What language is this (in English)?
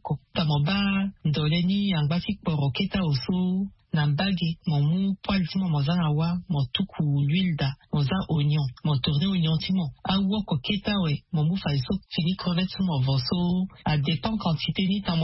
Sango